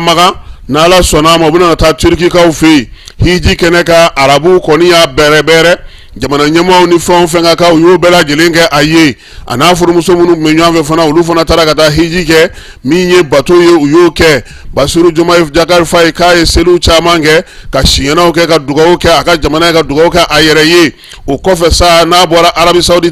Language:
Bambara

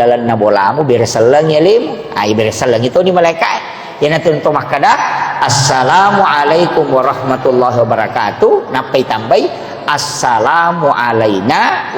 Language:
Buginese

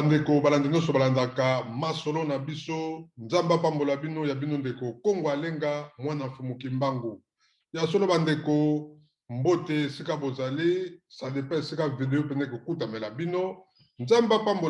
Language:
Lingala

